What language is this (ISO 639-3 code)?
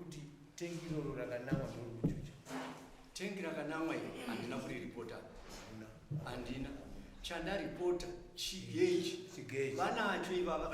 sna